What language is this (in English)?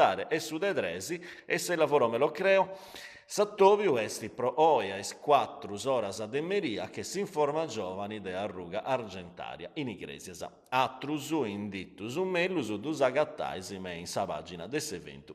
Sardinian